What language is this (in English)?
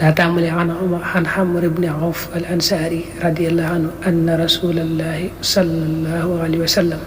Wolof